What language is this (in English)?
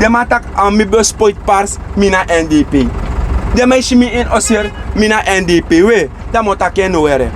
Sranan Tongo